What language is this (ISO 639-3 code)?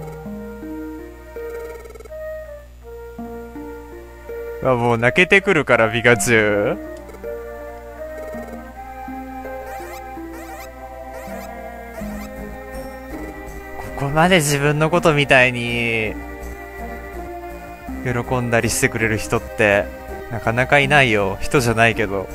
jpn